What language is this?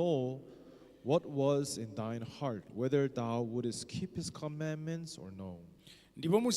Nyanja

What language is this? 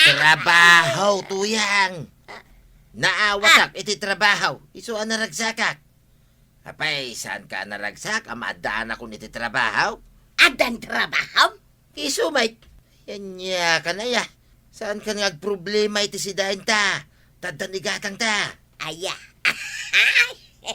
Iloko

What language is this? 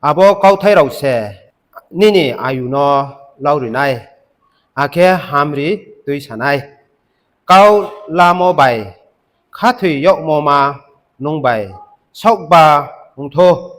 Riang (India)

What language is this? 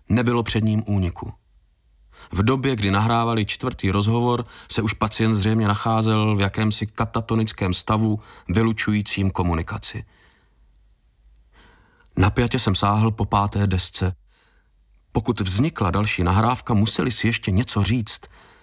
Czech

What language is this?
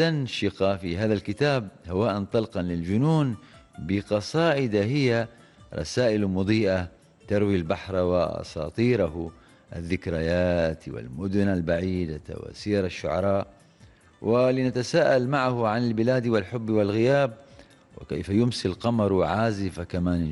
Arabic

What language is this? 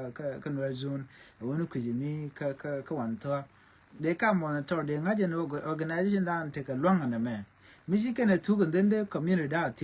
Nuer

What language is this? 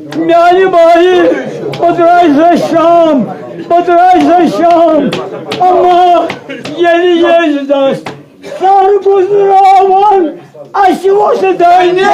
Kashmiri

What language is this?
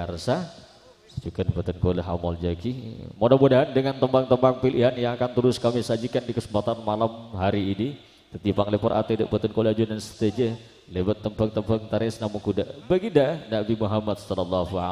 Madurese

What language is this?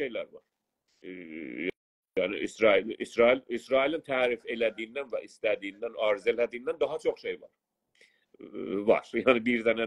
South Azerbaijani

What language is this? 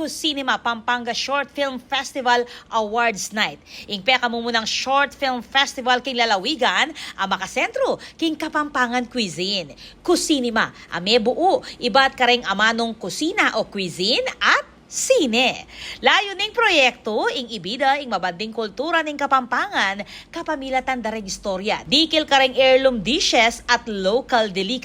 Pampanga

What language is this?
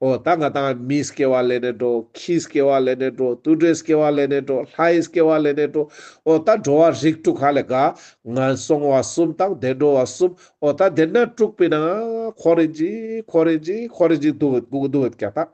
Ladakhi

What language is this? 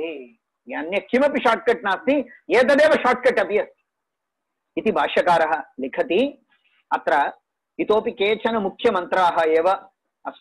Sanskrit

